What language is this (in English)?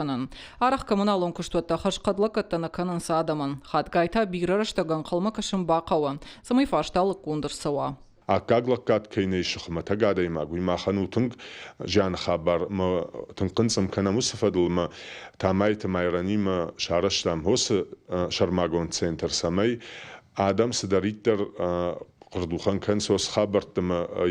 Ossetic